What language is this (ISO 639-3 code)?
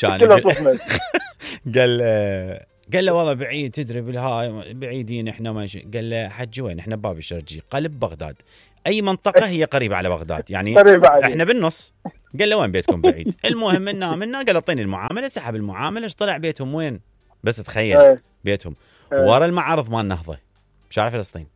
acm